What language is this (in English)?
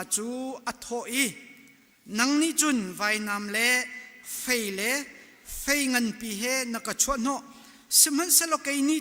Hakha Chin